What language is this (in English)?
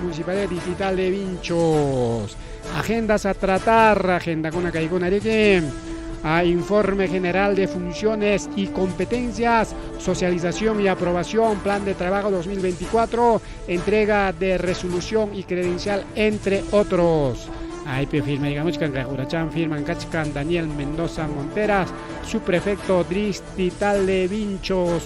Ayacucho Quechua